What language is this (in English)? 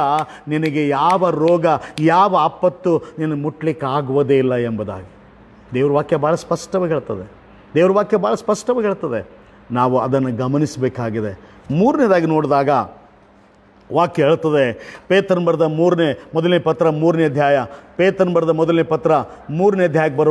Kannada